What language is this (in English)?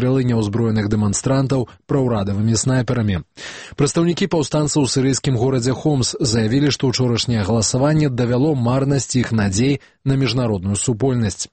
Belarusian